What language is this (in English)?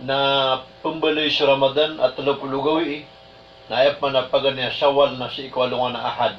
Maranao